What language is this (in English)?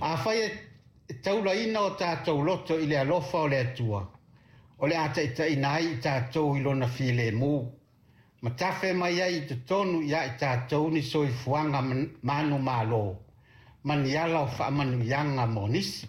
Samoan